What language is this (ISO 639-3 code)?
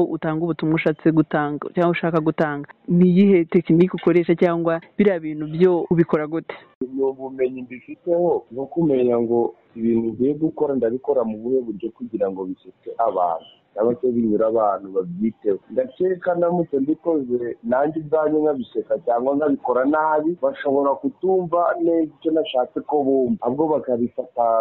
kin